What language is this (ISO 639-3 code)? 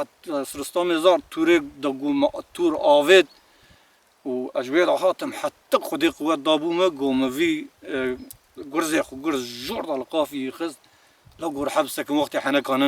kur